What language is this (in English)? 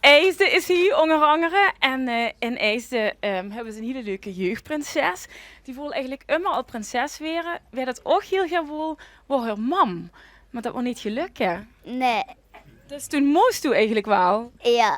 Limburgish